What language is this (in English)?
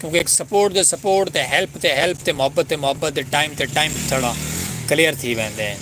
Saraiki